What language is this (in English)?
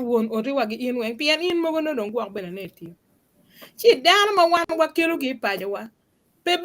Acoli